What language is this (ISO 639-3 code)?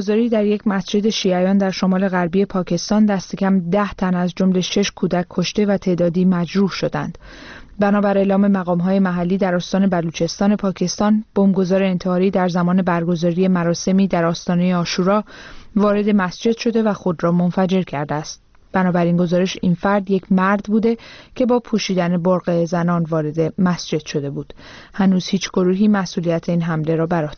fas